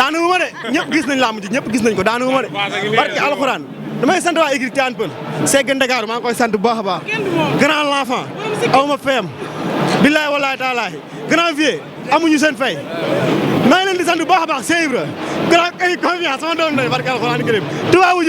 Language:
Wolof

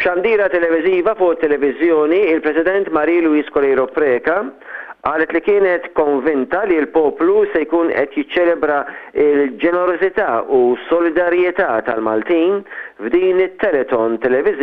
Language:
Maltese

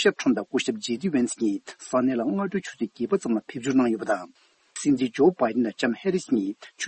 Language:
Tibetan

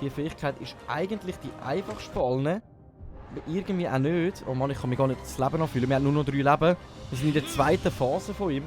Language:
Swiss German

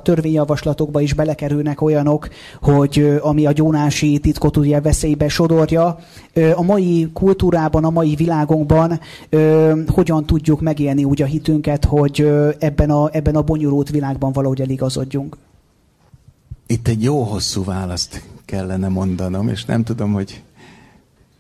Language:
Hungarian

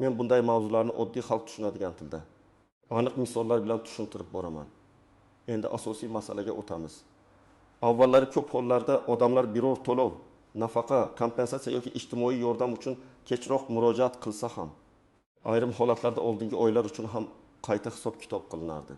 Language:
Uzbek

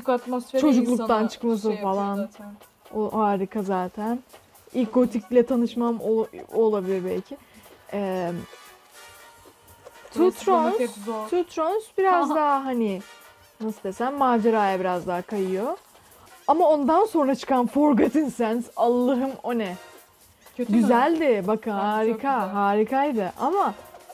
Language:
Turkish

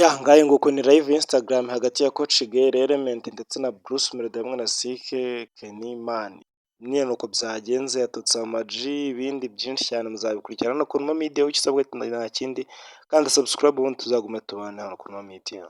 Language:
Kinyarwanda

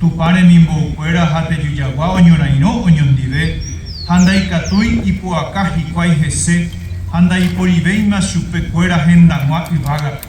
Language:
Guarani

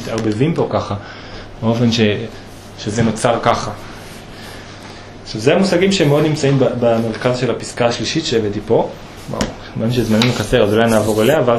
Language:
Hebrew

